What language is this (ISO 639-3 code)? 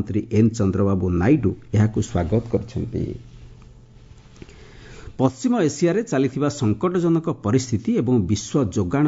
ori